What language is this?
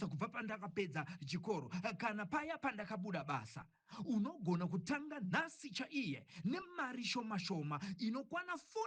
Shona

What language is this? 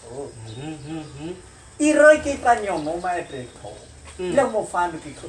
Nias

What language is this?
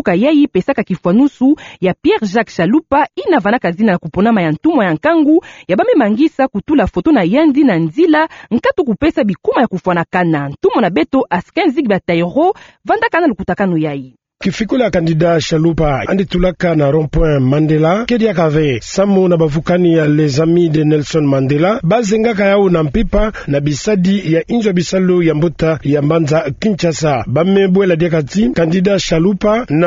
Kituba (Democratic Republic of Congo)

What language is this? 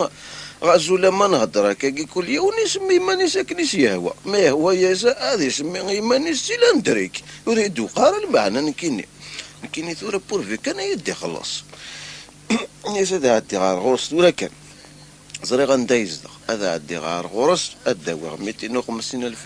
Kabyle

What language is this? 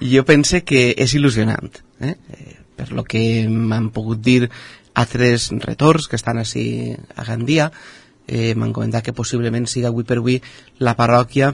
Catalan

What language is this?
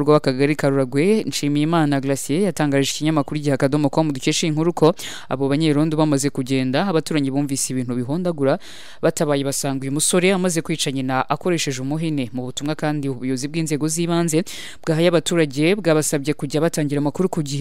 Kinyarwanda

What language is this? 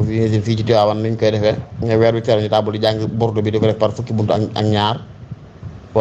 Wolof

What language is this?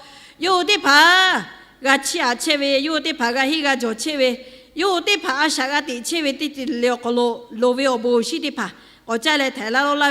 Lahu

